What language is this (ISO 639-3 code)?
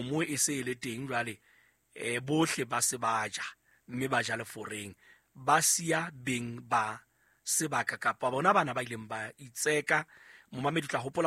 sot